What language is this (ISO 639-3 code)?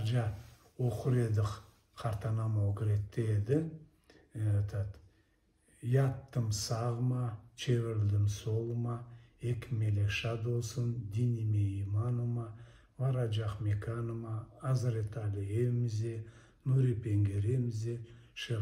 crh